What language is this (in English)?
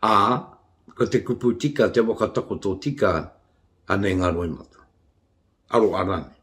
Māori